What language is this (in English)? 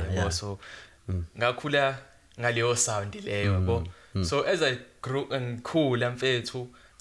Zulu